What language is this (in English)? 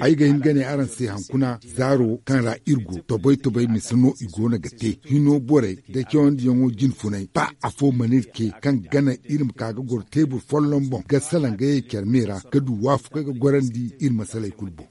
Zarma